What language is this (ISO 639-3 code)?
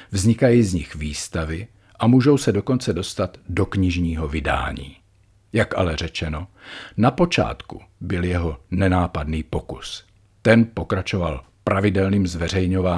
ces